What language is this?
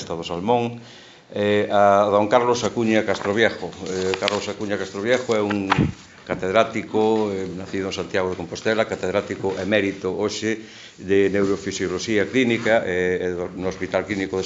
Galician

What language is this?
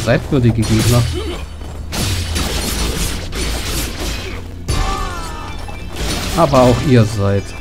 German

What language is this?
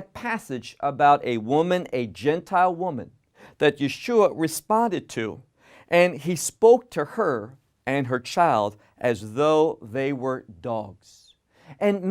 English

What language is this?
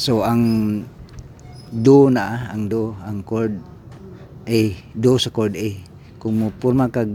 Cebuano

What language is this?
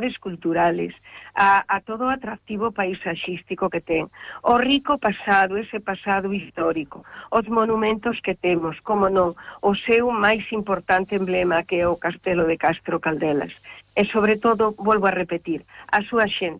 Galician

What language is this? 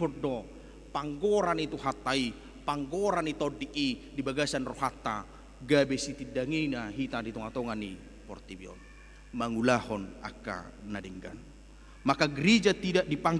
Batak Toba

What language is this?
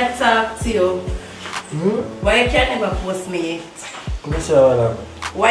Jamaican Creole English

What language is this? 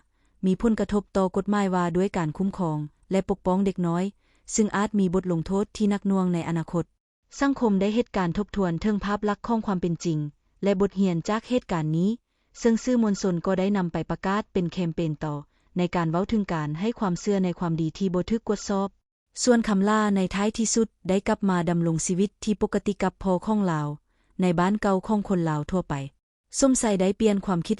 Lao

